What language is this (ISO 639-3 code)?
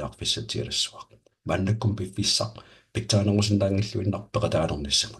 kal